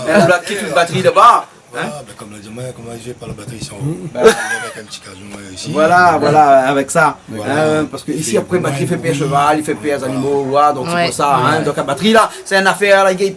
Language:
Réunion Creole French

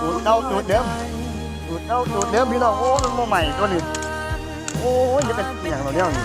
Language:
Northeastern Thai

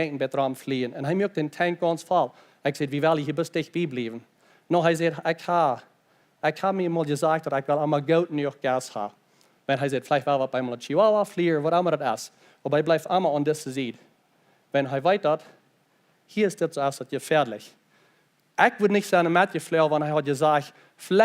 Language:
Plautdietsch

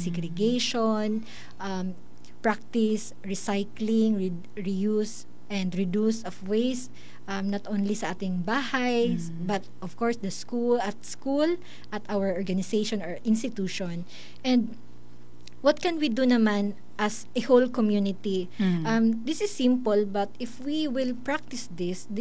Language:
Filipino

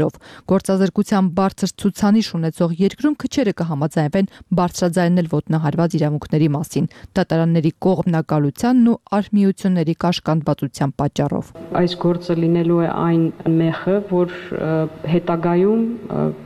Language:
Armenian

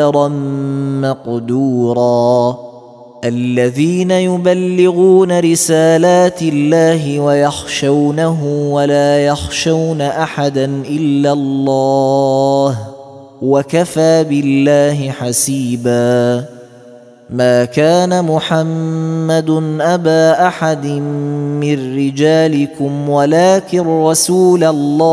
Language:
Arabic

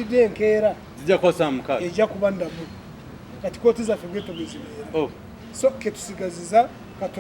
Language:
Ganda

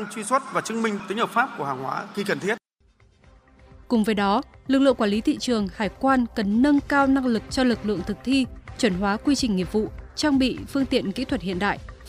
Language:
Vietnamese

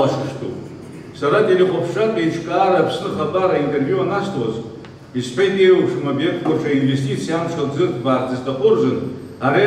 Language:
Abkhazian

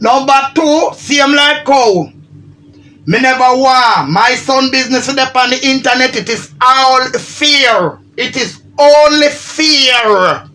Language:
Jamaican Creole English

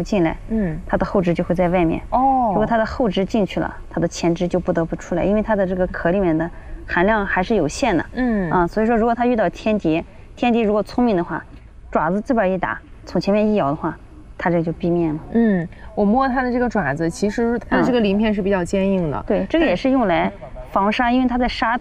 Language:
Chinese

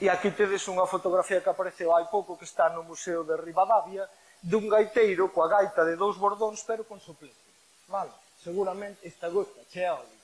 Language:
Galician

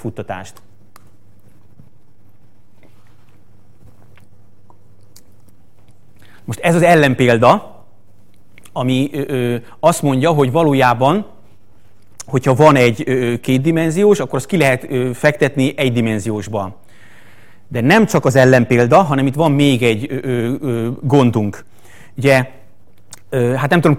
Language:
Hungarian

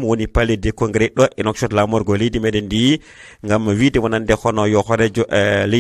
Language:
Fula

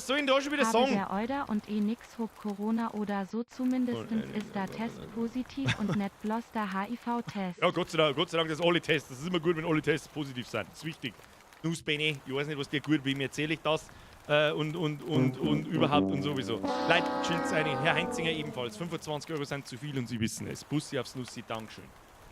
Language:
Bavarian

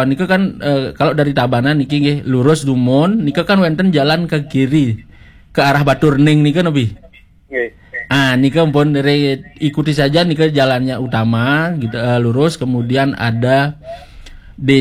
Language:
Balinese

